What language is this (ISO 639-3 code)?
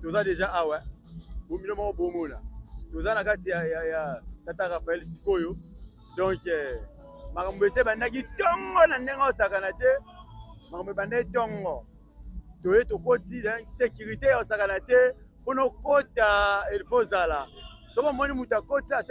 lin